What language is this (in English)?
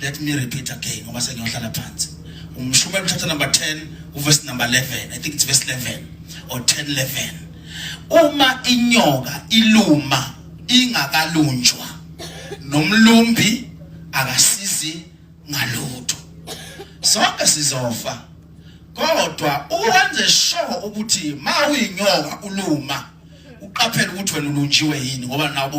Zulu